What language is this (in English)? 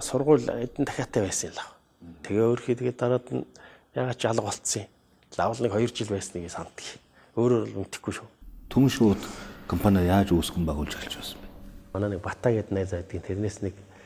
Mongolian